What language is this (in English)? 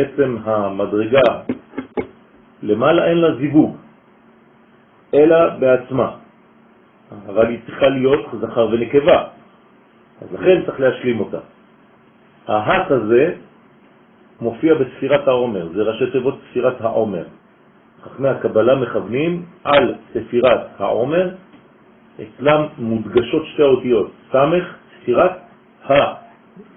Hebrew